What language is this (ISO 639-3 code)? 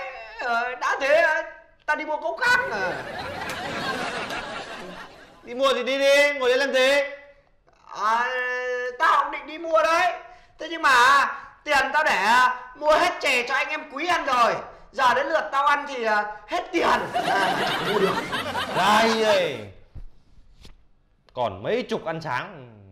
vie